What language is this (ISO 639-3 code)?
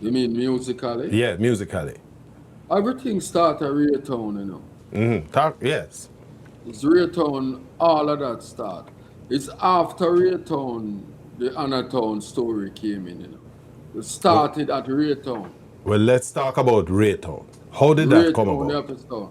jam